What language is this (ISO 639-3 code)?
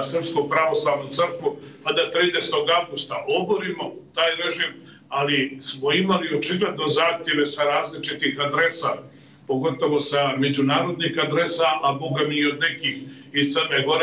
srp